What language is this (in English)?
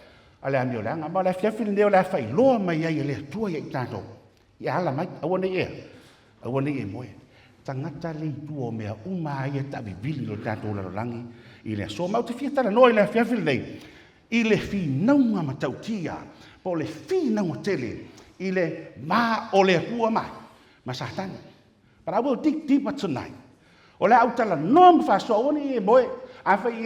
Samoan